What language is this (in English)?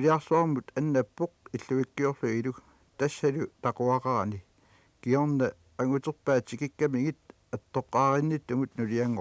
Kalaallisut